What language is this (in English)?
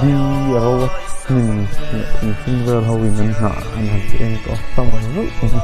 Mizo